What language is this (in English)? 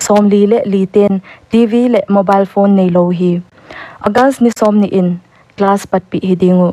Paite Chin